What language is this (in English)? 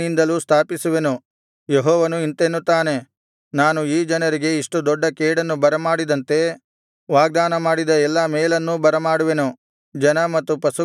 Kannada